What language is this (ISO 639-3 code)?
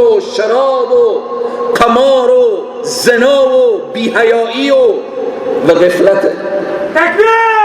fas